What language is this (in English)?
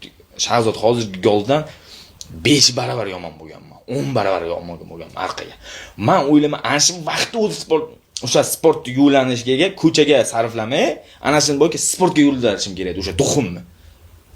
Uzbek